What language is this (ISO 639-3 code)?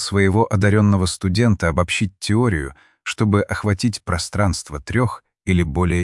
rus